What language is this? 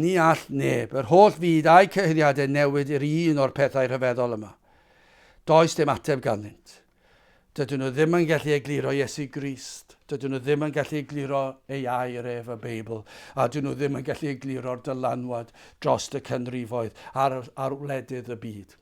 Welsh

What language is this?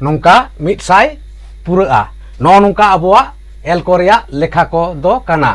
Santali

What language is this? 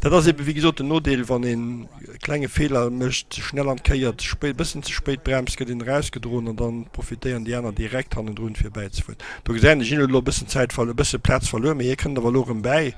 Luxembourgish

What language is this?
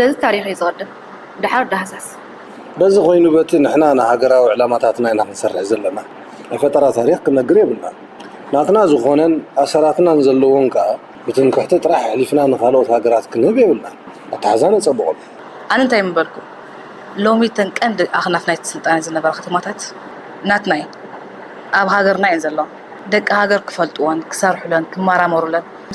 Tigrinya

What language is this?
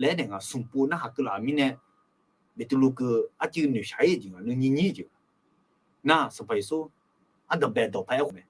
Akha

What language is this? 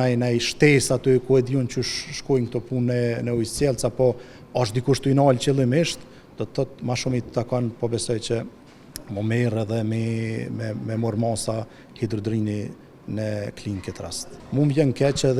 Albanian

